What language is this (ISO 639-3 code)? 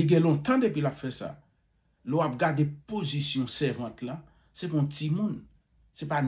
hat